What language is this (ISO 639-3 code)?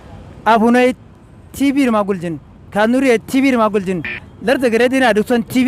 hau